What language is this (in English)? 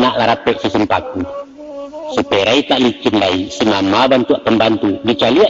Minangkabau